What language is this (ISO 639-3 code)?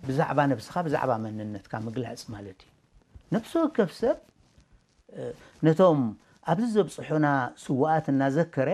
tir